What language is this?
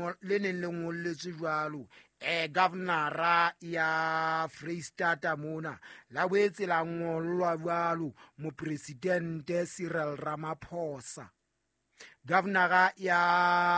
Southern Sotho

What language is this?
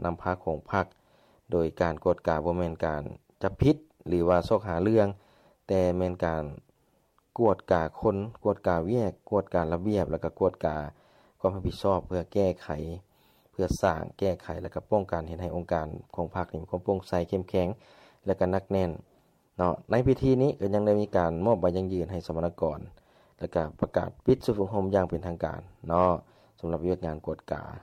Lao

